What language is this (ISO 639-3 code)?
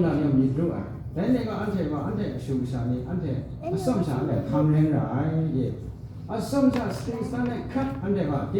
kac